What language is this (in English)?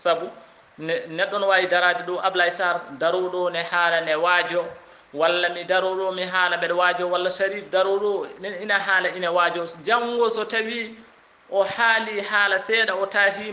Fula